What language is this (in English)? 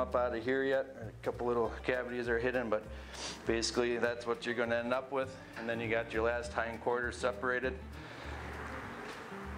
English